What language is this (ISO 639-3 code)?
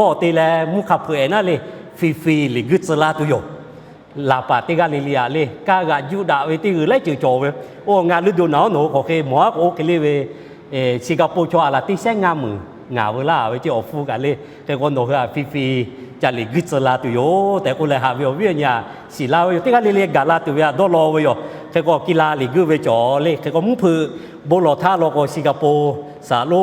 lhu